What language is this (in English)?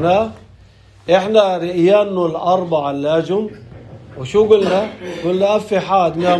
North Levantine Arabic